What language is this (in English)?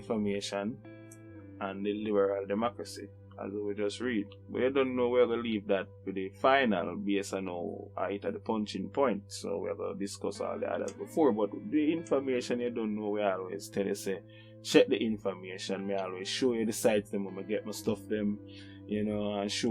Jamaican Creole English